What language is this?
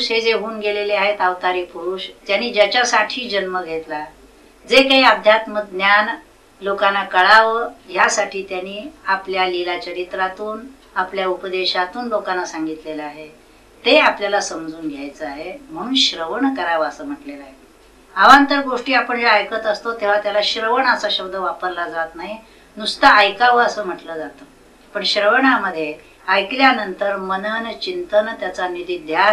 Marathi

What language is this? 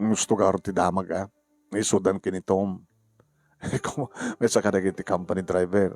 Iloko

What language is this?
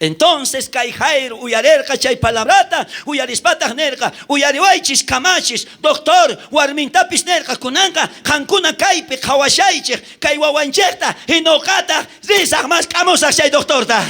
South Bolivian Quechua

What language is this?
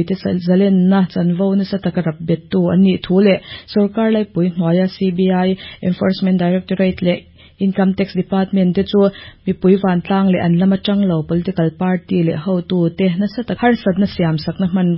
Mizo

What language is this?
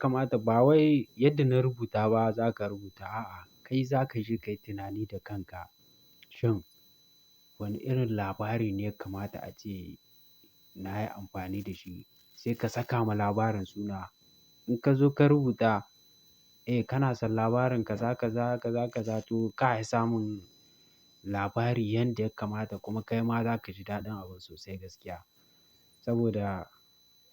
Hausa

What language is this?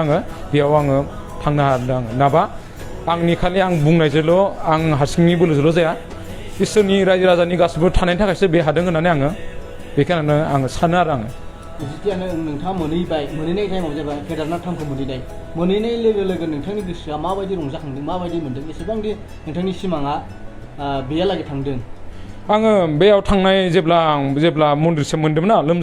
Bodo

